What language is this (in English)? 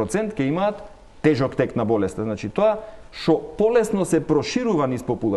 Macedonian